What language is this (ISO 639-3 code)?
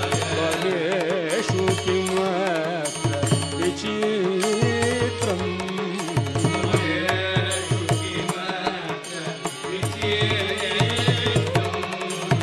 san